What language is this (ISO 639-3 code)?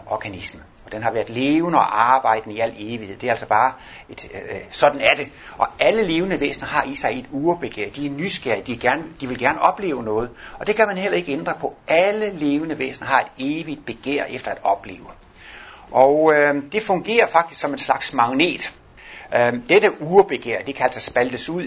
dan